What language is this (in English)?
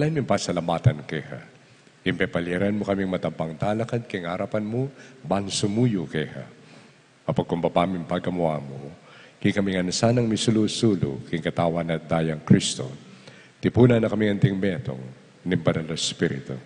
Pampanga